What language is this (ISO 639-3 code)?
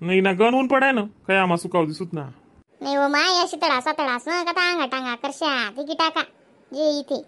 khn